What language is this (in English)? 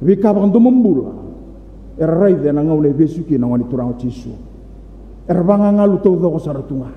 Fijian